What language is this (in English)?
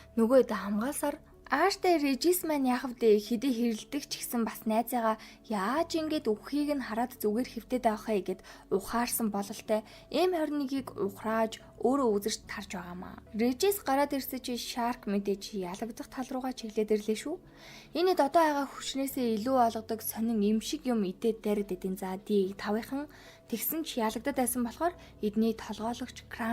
Mongolian